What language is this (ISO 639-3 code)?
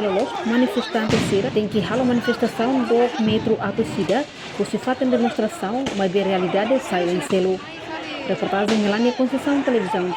tet